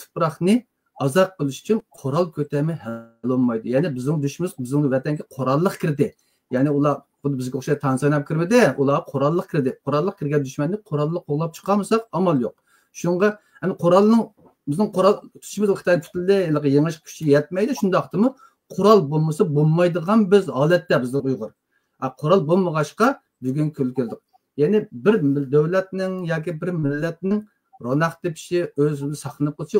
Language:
Uyghur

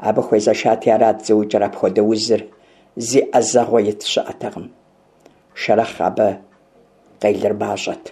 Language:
Kabardian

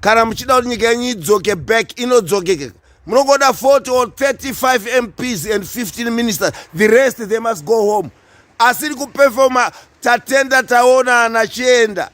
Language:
Shona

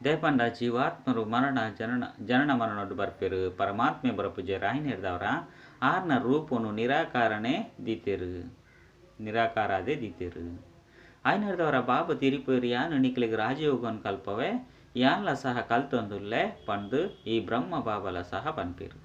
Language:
Tulu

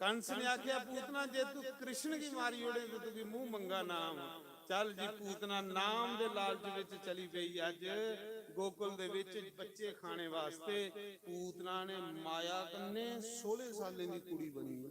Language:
Dogri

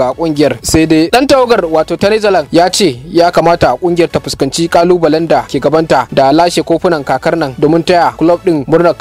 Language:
Hausa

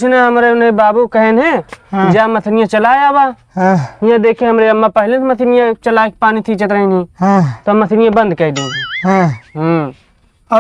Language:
Awadhi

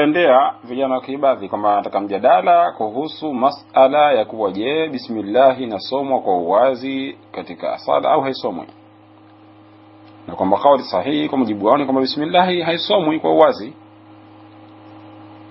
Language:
Swahili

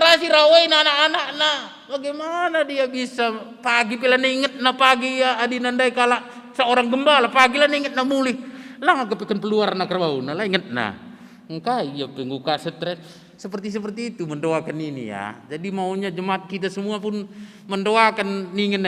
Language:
Batak Karo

